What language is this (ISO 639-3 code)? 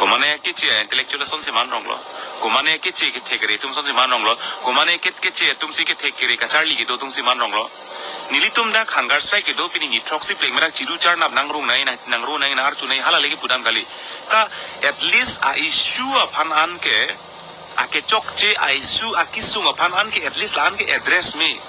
mjw